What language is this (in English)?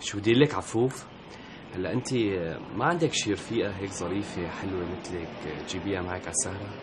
North Levantine Arabic